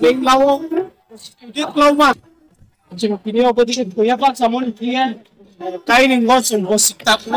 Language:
Riang (India)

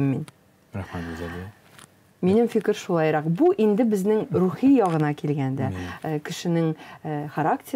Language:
Tatar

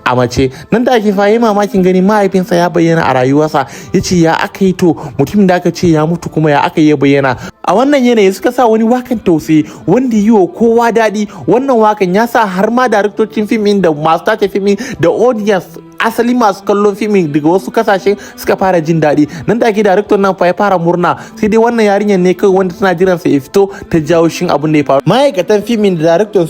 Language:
Hausa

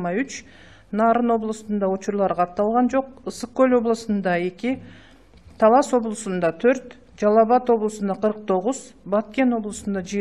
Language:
Kyrgyz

